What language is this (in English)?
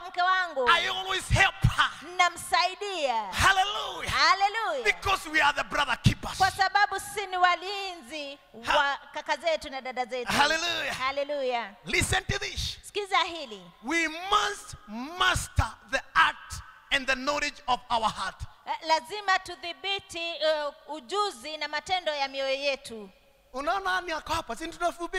Swahili